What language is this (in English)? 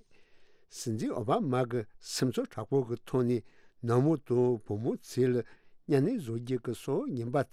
Tibetan